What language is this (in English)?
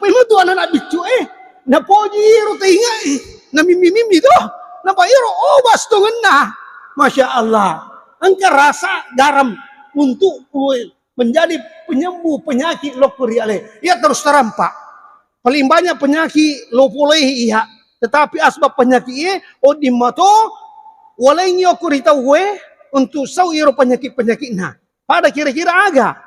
Buginese